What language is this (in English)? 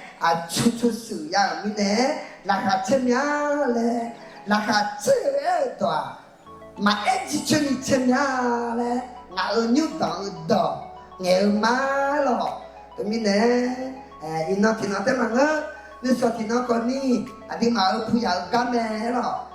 Akha